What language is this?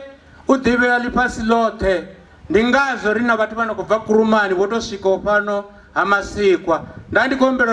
Venda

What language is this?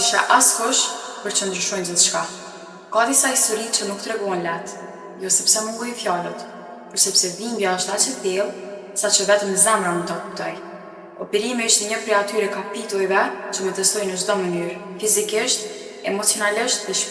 Albanian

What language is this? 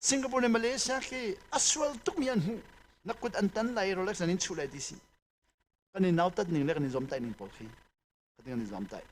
Hakha Chin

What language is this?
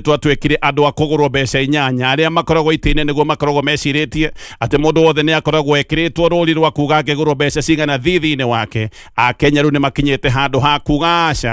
Kikuyu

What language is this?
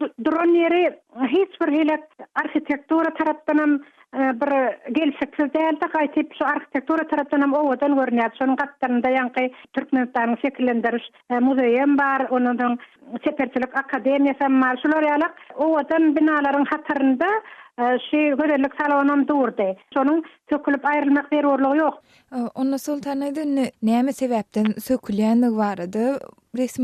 Turkmen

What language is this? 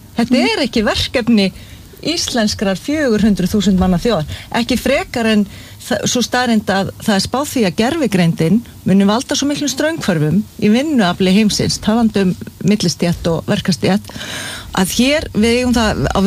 Icelandic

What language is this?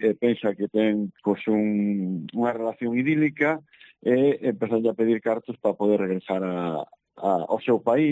Galician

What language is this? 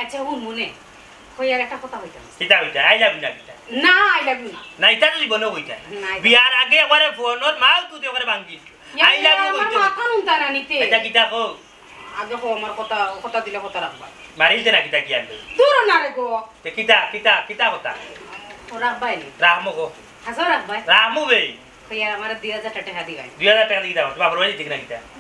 Sylheti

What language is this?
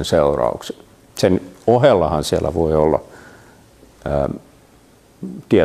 Finnish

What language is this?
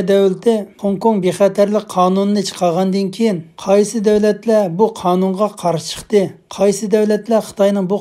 Uyghur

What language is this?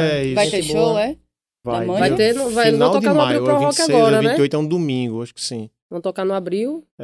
Portuguese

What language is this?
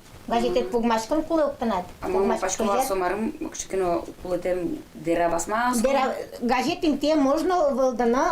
Udmurt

